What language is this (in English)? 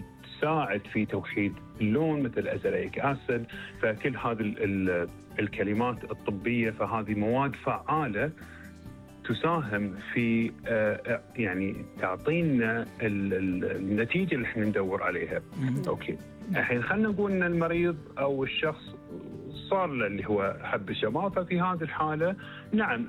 Gulf Arabic